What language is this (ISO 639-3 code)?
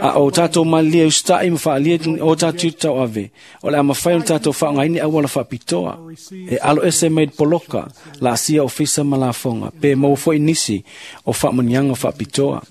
smo